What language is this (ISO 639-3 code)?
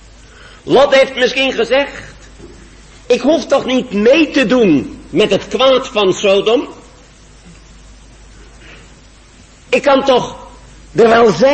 nld